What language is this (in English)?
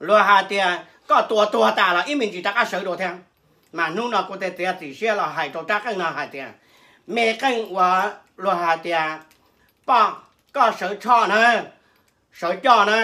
Hmong